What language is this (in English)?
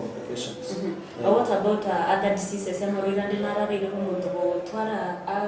Gusii